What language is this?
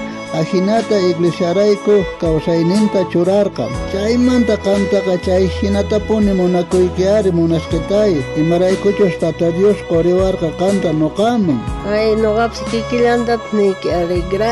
South Bolivian Quechua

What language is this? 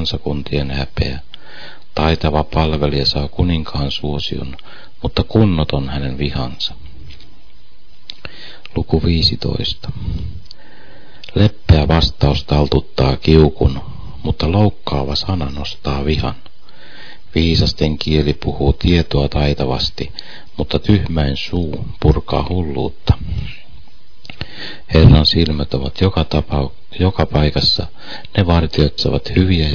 Finnish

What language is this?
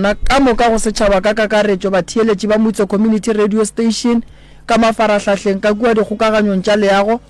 Northern Sotho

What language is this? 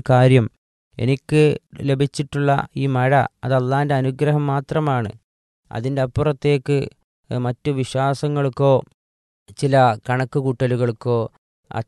Malayalam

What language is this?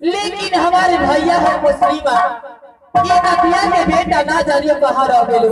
Maithili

